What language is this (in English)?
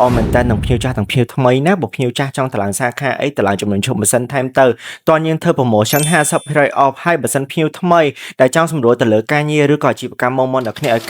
Khmer